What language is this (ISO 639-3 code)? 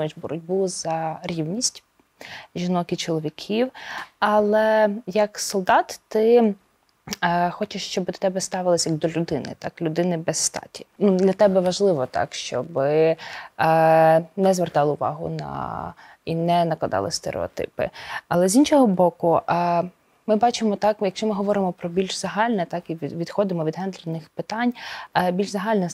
ukr